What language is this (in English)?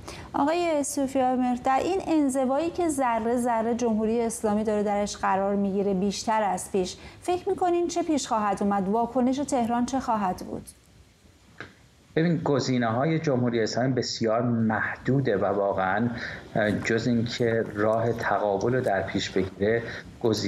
Persian